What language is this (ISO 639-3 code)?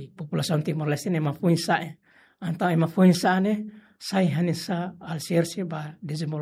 tet